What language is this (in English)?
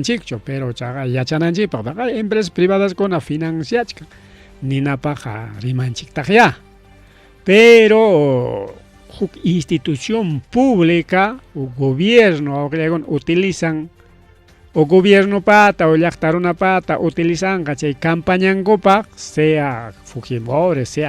Ayacucho Quechua